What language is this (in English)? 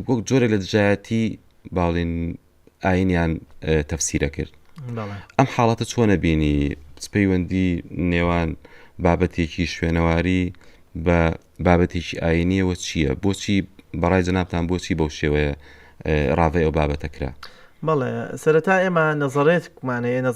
Central Kurdish